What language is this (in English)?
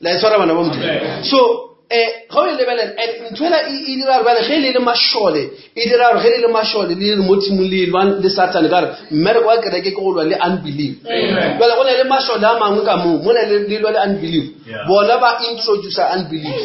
Northern Sotho